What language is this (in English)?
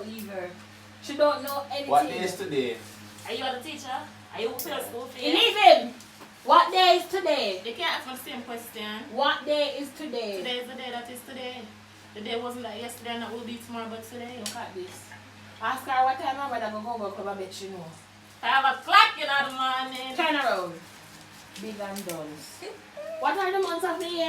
Jamaican Creole English